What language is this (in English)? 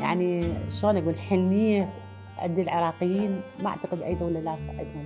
Mesopotamian Arabic